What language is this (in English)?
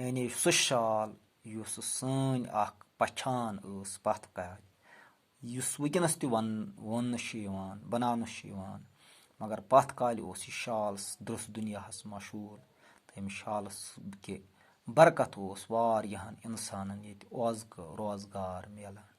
Kashmiri